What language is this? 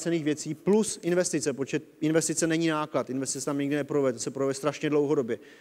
Czech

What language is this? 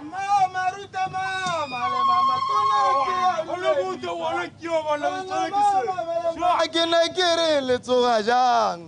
Tswana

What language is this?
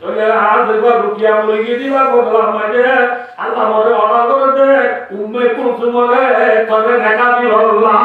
Rohingya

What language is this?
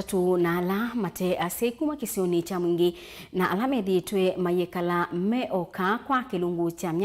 Kamba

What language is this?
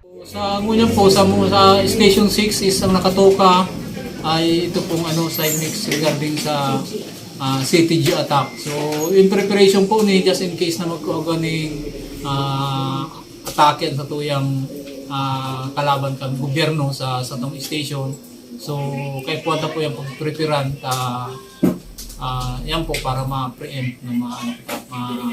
Bikol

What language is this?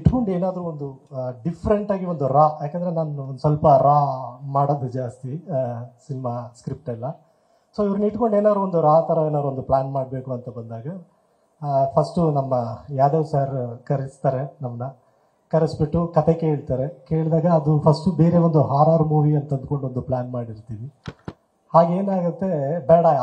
Kannada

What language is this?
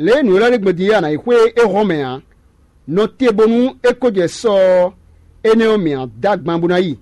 Fon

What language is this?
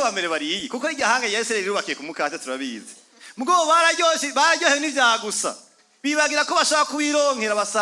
Rundi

